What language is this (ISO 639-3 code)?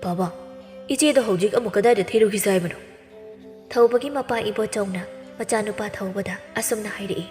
mni